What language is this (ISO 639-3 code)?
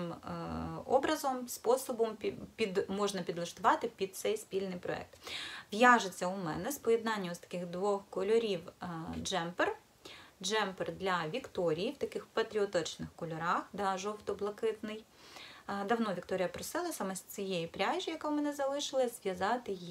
ukr